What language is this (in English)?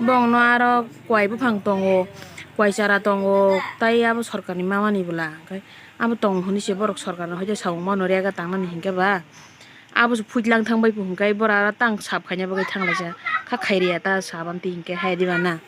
Kok Borok